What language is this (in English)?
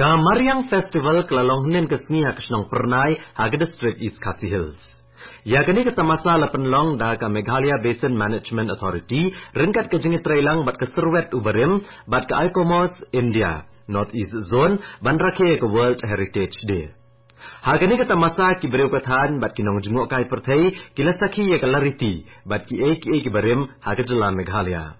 Khasi